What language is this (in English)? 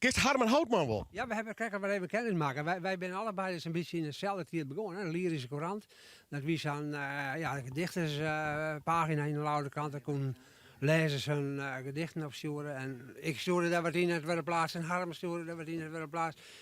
Western Frisian